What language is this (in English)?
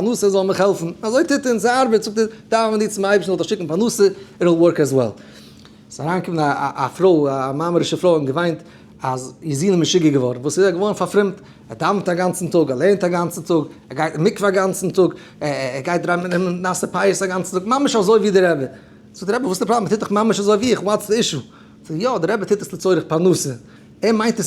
Yiddish